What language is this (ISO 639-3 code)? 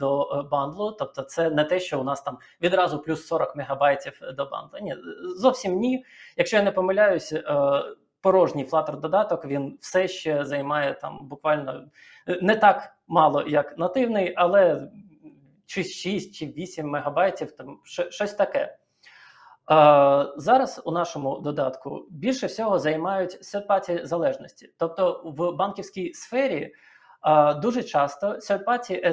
ukr